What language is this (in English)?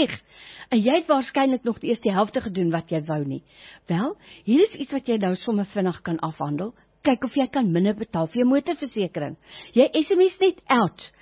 Afrikaans